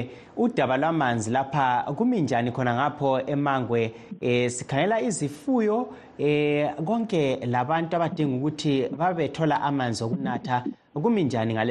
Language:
North Ndebele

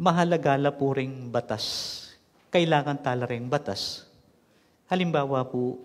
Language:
Pampanga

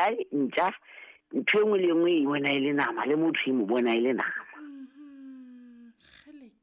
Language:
Southern Sotho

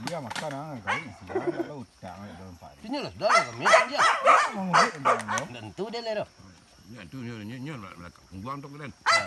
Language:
Minangkabau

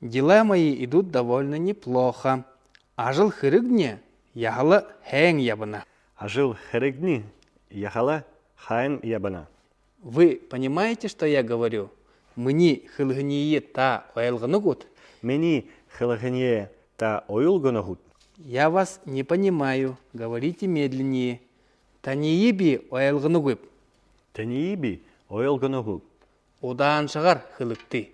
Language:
Buriat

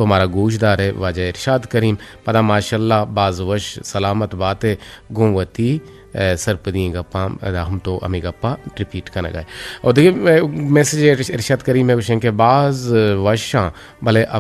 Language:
Eastern Balochi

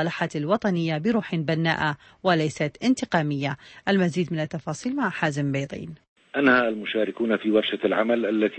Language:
Arabic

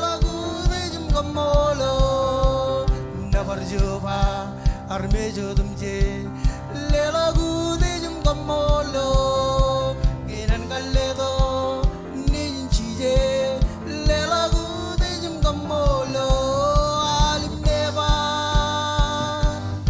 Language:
Marshallese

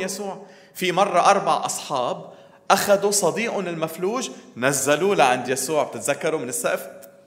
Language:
North Levantine Arabic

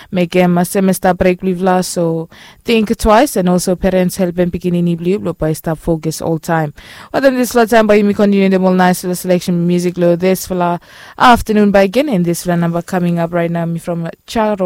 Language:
Bislama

